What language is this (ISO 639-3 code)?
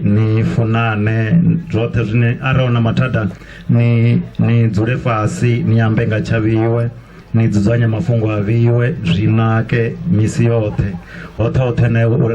ven